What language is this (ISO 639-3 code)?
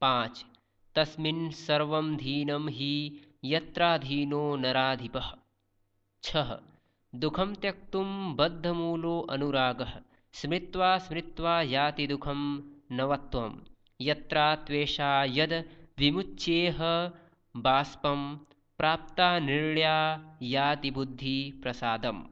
san